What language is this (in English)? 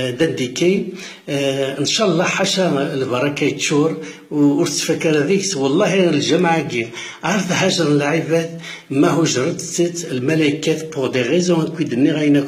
Kabyle